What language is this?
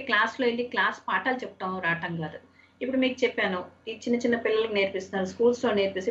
Telugu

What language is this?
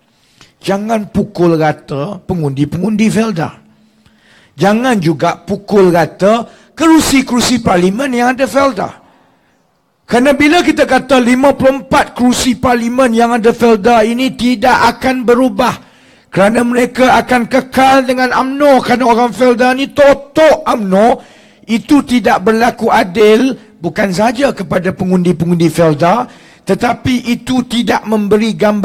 Malay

